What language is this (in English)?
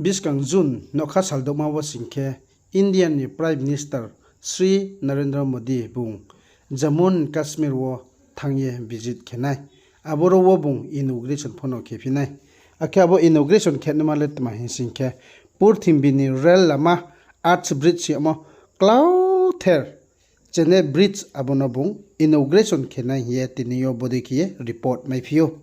Riang (India)